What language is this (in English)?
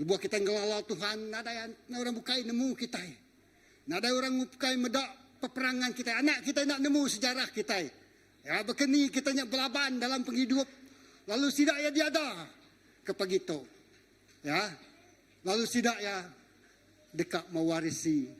Iban